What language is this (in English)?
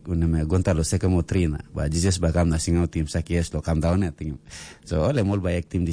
Tok Pisin